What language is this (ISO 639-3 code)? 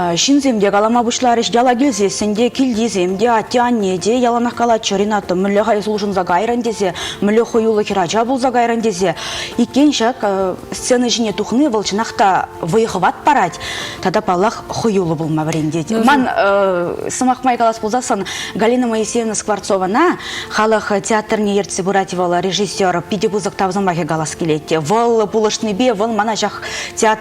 chv